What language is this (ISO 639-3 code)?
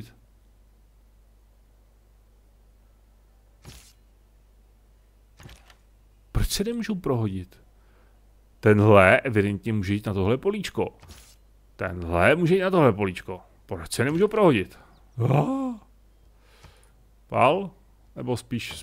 ces